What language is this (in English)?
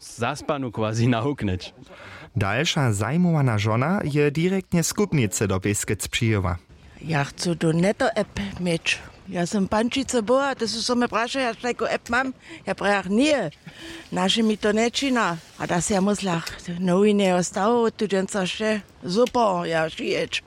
Upper Sorbian